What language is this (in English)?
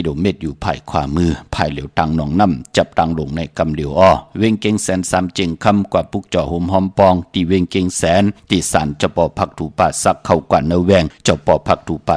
Shan